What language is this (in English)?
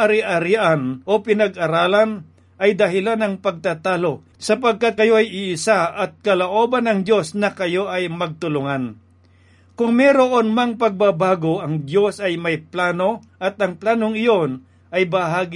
Filipino